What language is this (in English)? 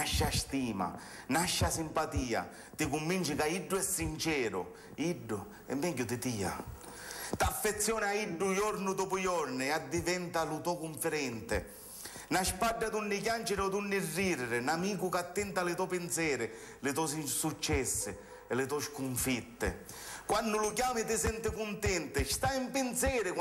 Sicilian